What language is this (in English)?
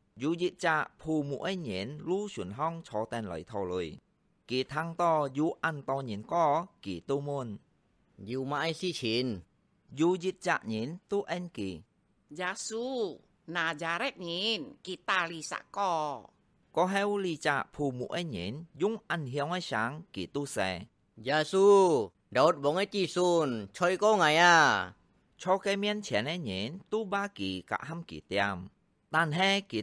Hakka Chinese